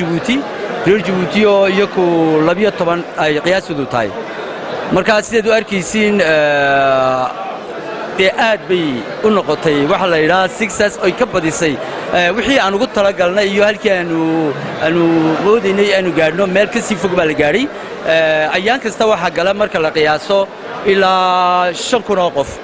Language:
Somali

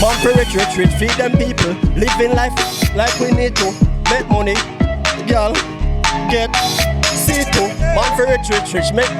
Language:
Jamaican Creole English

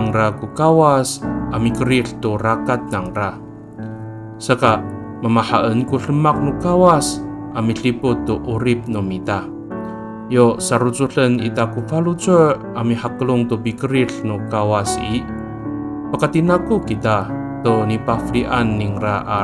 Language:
Amis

